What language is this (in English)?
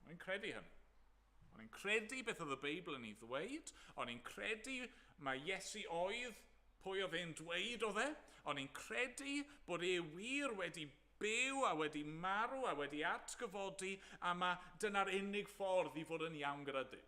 Welsh